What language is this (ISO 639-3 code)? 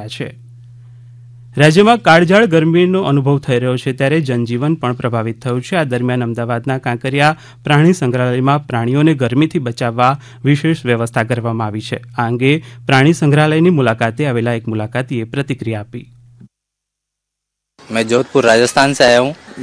guj